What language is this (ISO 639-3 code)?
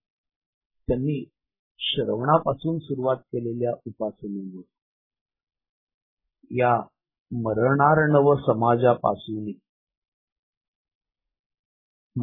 mar